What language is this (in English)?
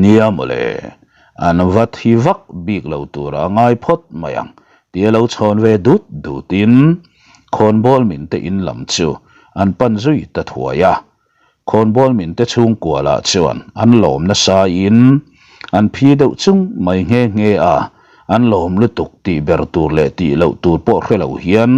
Mizo